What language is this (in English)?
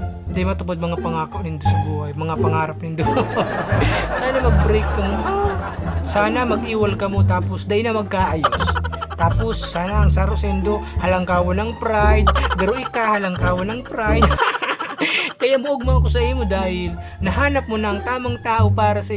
Bikol